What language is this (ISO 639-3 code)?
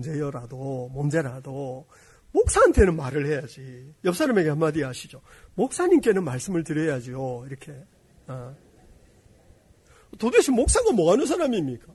kor